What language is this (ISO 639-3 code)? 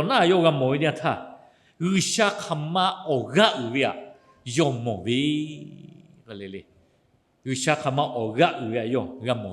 lhu